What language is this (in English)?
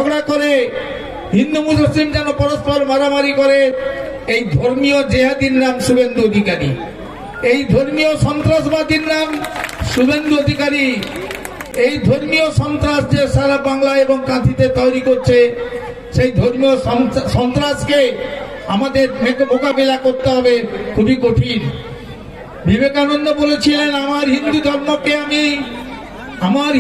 Bangla